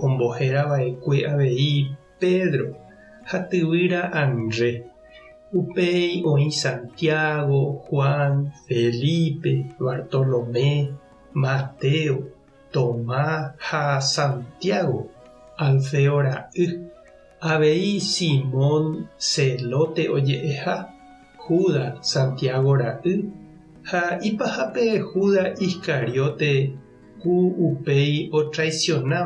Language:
Guarani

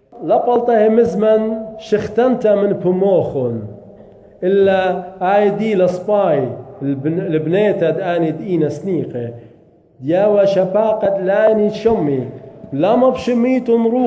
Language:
Assyrian Neo-Aramaic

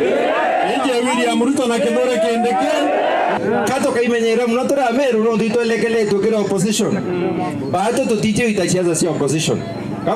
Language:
Meru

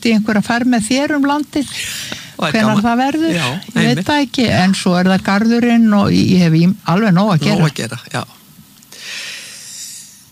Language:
Icelandic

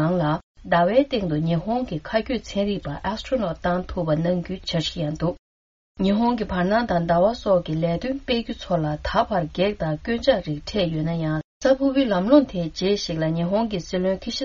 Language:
Tibetan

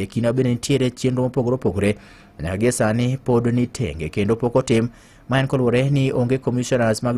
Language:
Luo (Kenya and Tanzania)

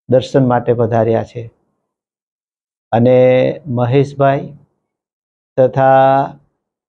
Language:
Gujarati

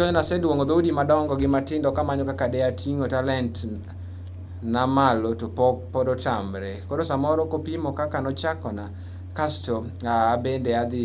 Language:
Luo (Kenya and Tanzania)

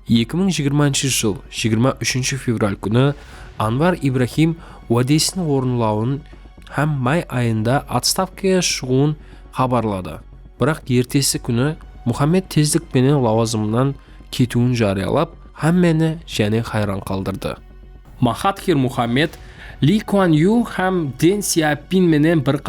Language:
Kara-Kalpak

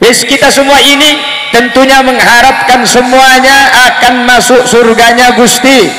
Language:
Madurese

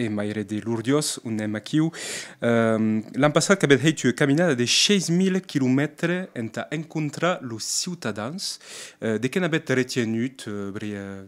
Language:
Occitan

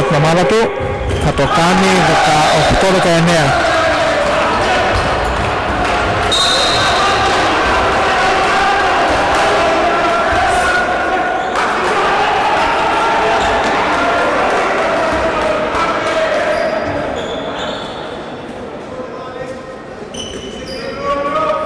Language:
Greek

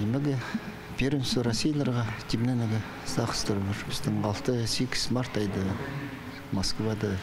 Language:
Khakas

